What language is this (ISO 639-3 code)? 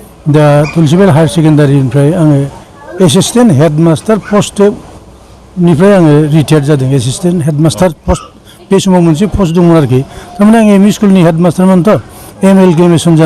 brx